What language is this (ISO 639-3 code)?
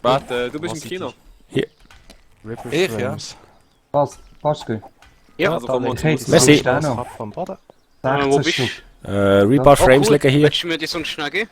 gsw